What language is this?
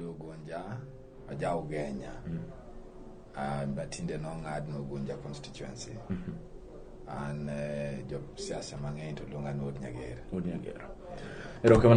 Luo (Kenya and Tanzania)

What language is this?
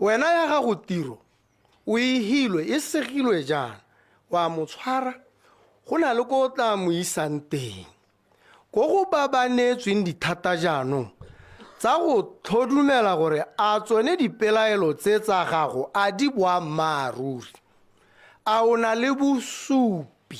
Tswana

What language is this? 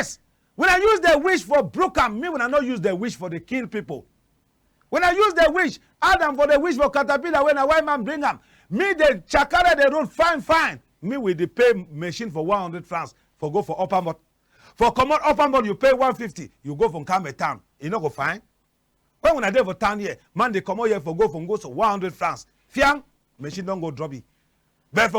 Cameroon Pidgin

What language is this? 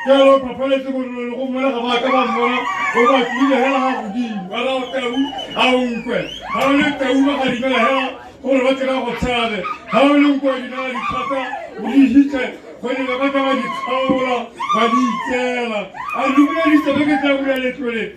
Tswana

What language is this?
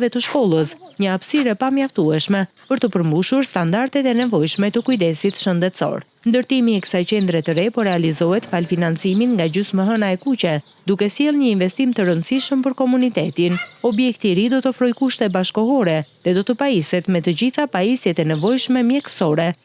Albanian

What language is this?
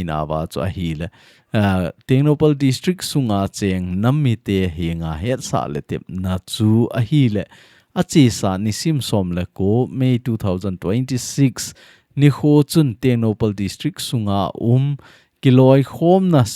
Thado Chin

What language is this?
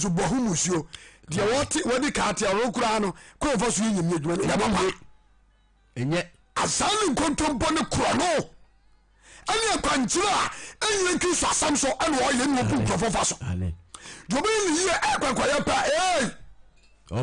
Akan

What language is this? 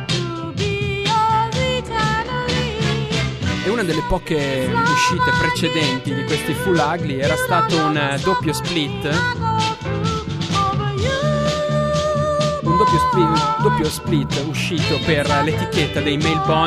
Italian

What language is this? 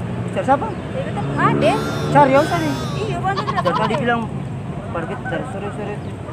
Ambonese Malay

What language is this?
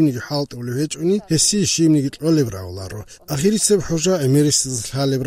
Avaric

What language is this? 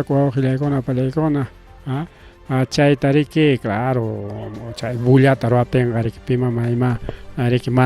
Ayacucho Quechua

